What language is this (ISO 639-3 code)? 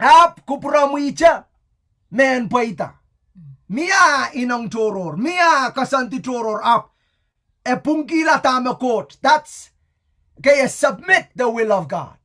pon